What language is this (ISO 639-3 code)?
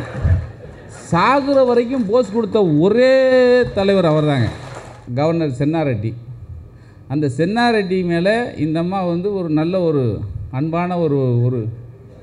tam